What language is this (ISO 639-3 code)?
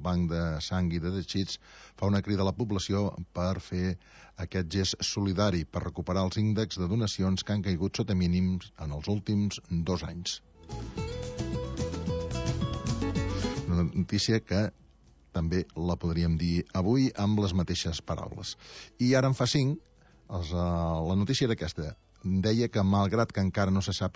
cat